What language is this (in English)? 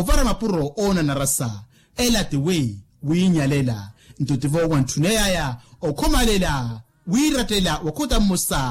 Makhuwa